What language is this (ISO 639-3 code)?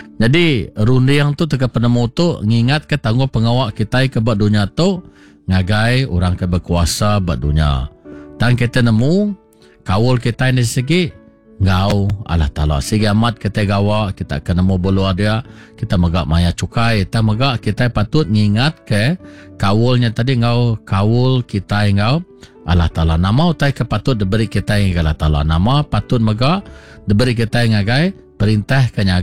iba